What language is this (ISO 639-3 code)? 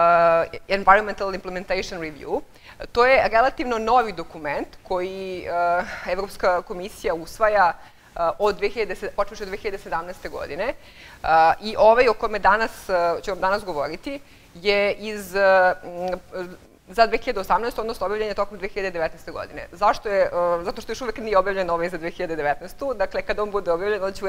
srp